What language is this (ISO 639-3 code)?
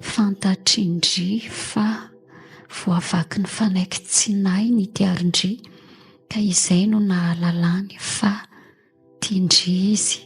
mlg